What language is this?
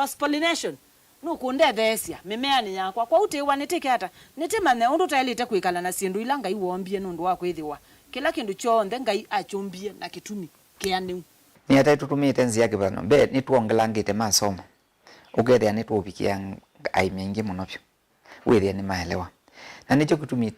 Kamba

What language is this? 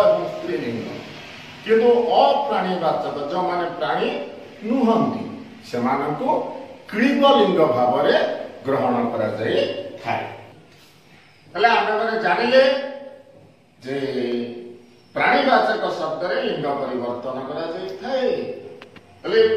Odia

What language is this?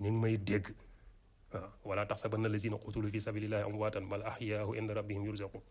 Wolof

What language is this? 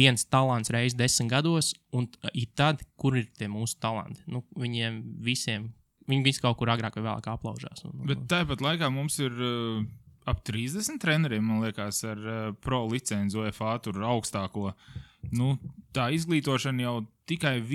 Latvian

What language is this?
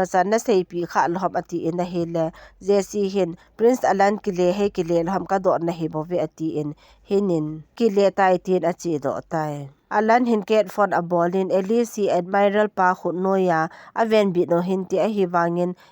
Thado Chin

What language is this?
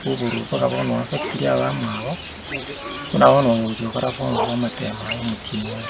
Gusii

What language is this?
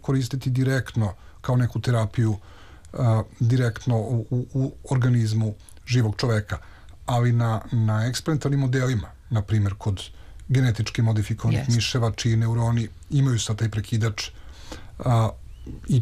Serbian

